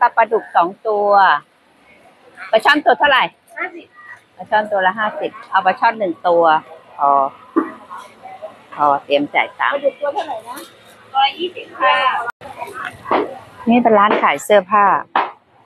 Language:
Thai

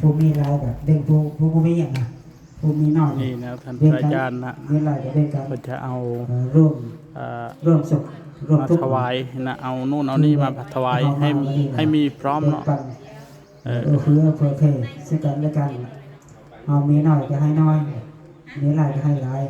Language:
Northeastern Thai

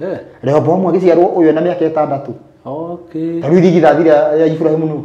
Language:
Kikuyu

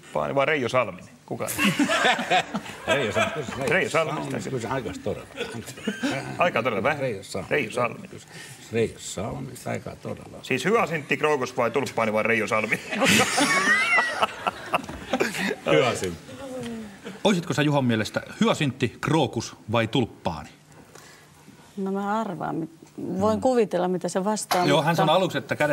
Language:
Finnish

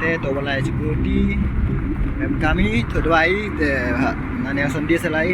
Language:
Khasi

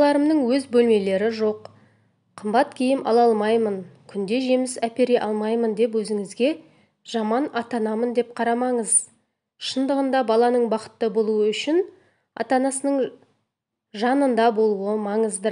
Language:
Kazakh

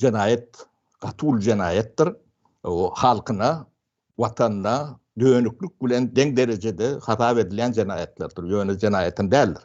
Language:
Turkmen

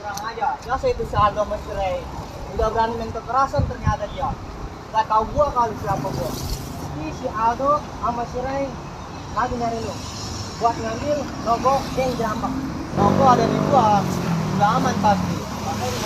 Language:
Betawi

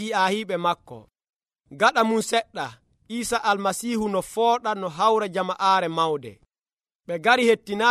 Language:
Nigerian Fulfulde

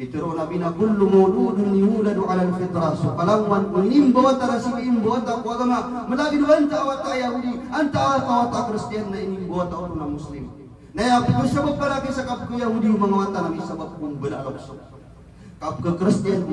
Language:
Maranao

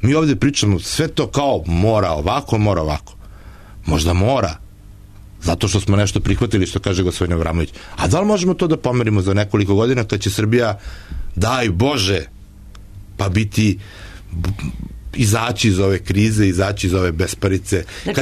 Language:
Serbian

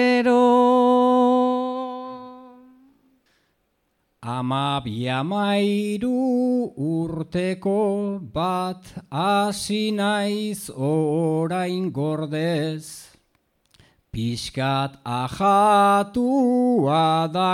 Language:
Basque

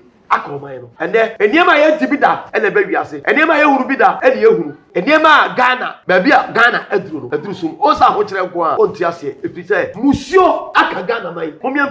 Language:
Akan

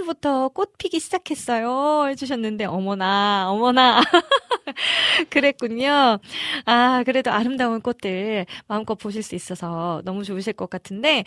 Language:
Korean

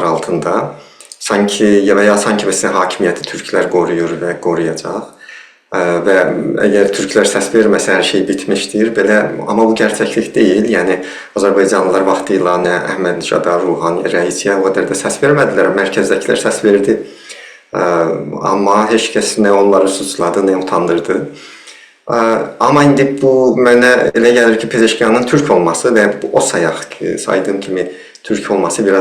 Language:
South Azerbaijani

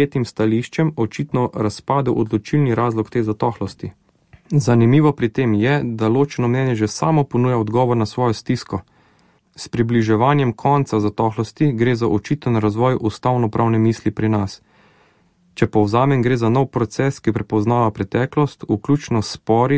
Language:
Slovenian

